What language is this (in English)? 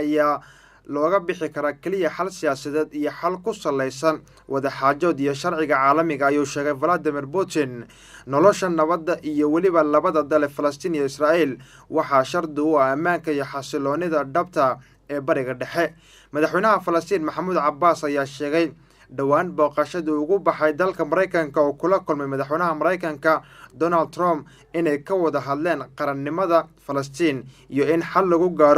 Somali